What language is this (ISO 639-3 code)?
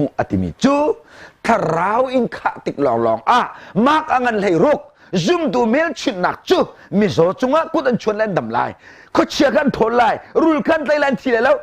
cnh